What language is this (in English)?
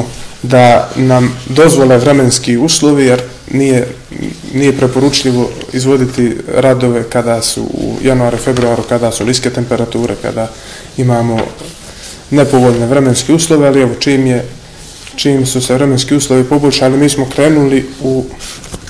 Bosnian